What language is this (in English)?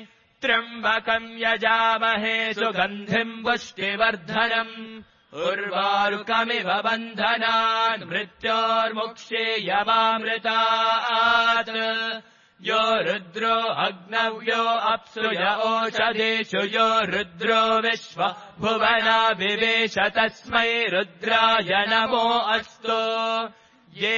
Sanskrit